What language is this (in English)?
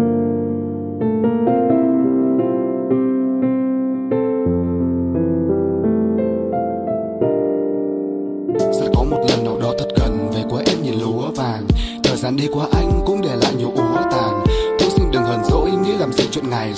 Vietnamese